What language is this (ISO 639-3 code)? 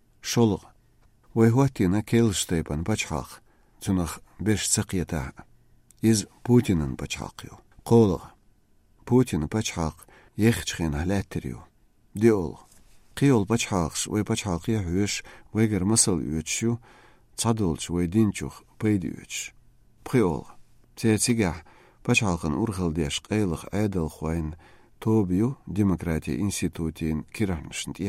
che